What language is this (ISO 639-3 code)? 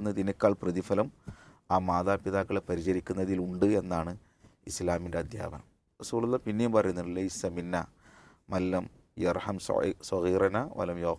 mal